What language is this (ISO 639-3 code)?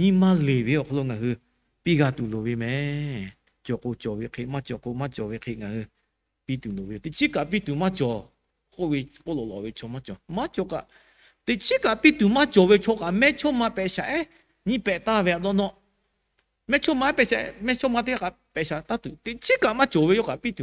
lhu